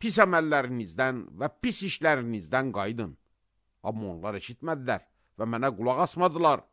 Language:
Azerbaijani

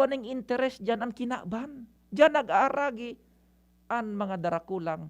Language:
Bikol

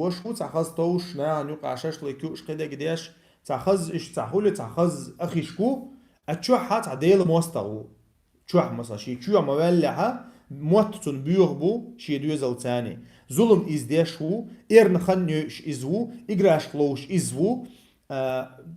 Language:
Chechen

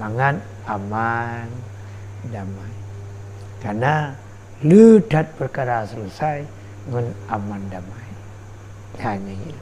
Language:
Achinese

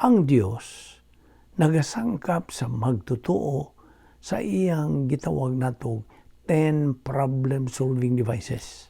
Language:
Cebuano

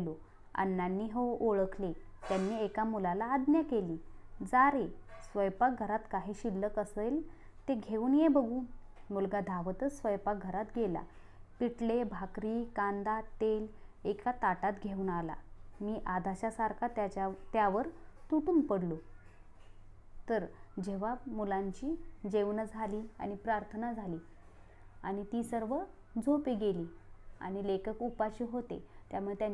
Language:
Marathi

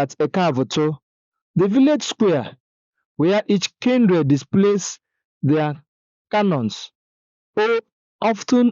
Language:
Igbo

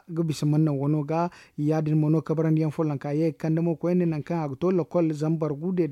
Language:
Zarma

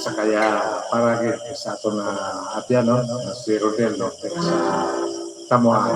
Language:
Hiligaynon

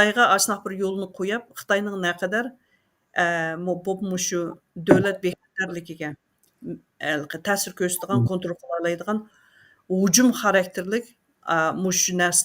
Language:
Uyghur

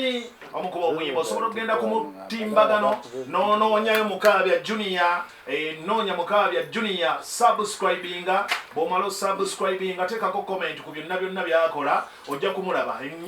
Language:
Ganda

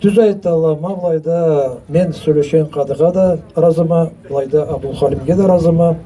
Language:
Karachay-Balkar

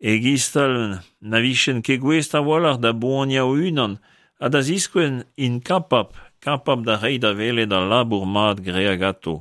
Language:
Breton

